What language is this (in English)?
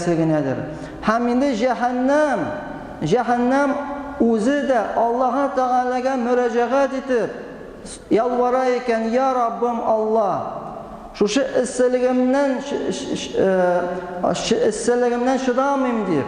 Tatar